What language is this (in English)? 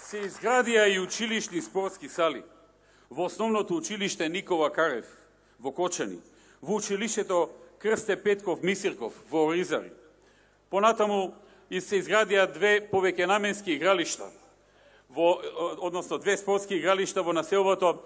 Macedonian